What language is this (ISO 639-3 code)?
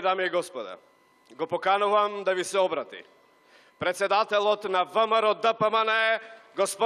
mkd